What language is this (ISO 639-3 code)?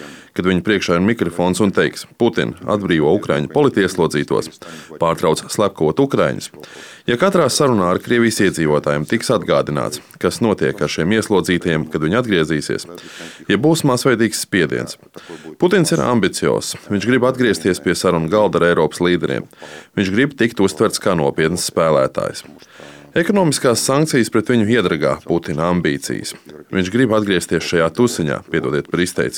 lav